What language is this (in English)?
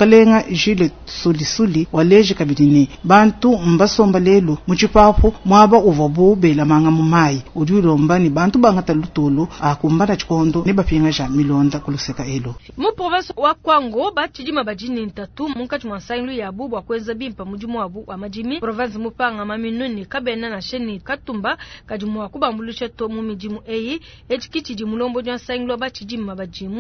Luba-Lulua